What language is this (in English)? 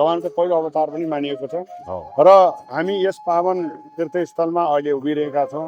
Nepali